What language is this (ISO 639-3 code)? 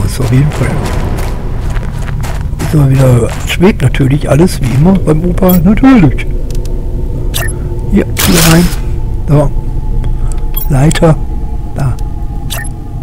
deu